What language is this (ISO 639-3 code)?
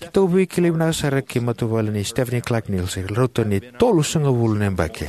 fij